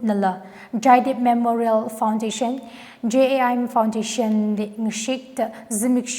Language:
Tangkhul Naga (India)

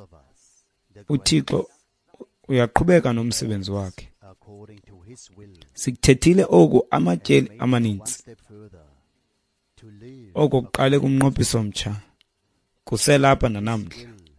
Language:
Xhosa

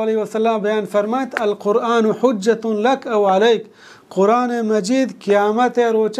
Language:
Baluchi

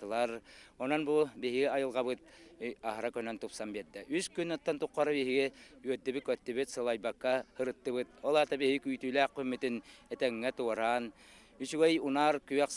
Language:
Yakut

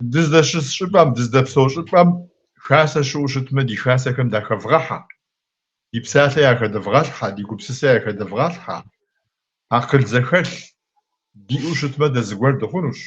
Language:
Kabardian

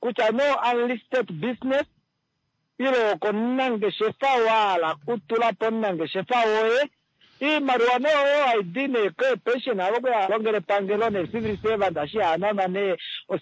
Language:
Kuanyama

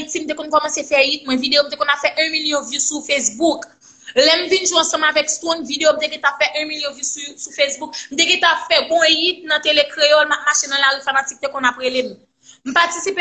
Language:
Haitian Creole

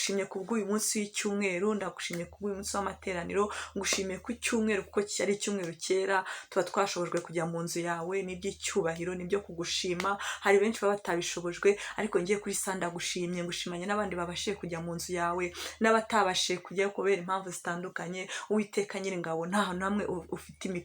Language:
Kinyarwanda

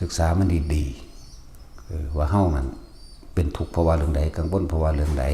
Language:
Northeastern Thai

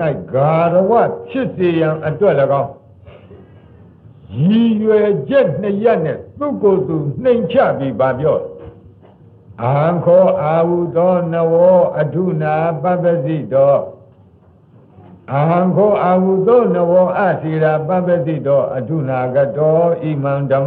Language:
Burmese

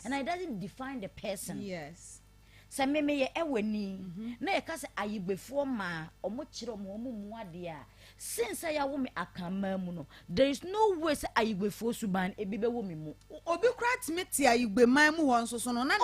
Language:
Akan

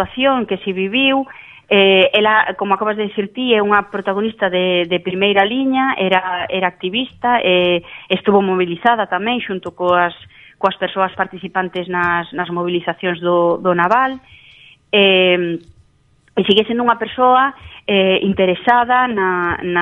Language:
Galician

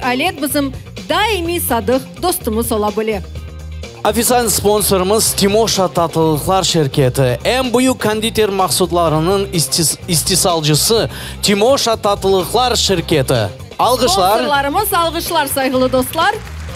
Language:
Crimean Tatar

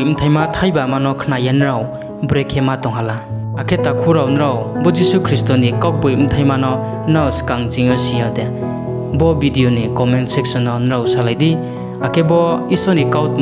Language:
Riang (India)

